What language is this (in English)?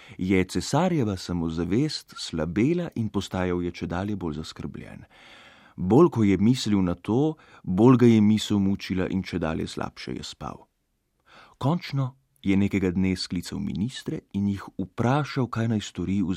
Slovenian